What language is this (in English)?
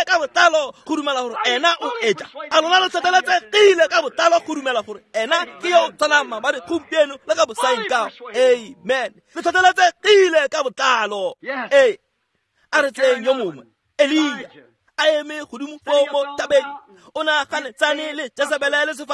Tswana